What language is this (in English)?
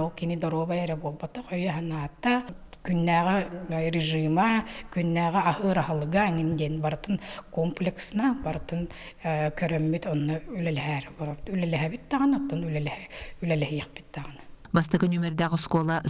Yakut